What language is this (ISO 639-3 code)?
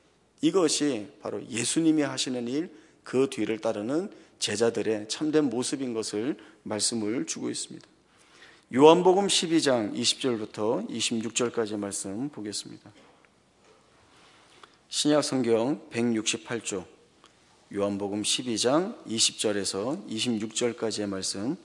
kor